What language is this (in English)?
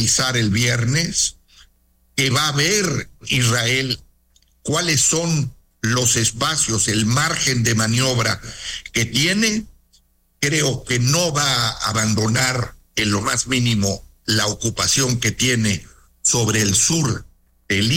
Spanish